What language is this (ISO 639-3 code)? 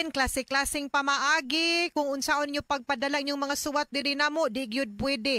ceb